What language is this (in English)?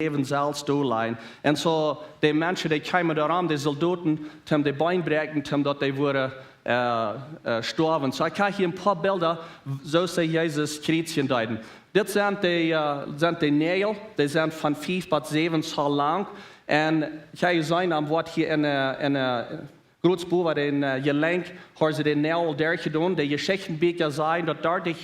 Plautdietsch